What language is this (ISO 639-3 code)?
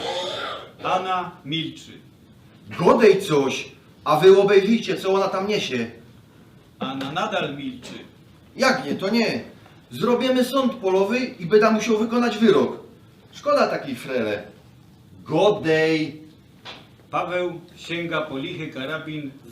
szl